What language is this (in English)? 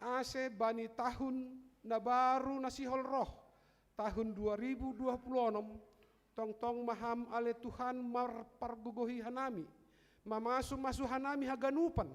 Batak Simalungun